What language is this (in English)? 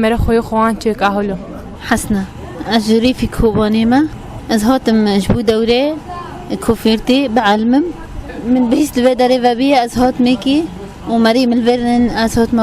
Kurdish